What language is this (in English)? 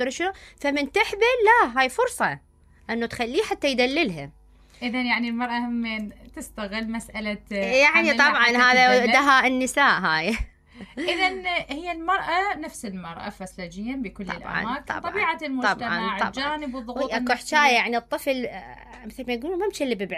Mesopotamian Arabic